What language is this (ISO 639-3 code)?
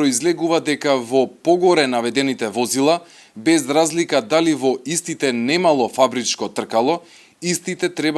mkd